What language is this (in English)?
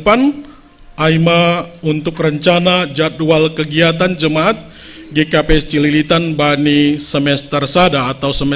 Batak Simalungun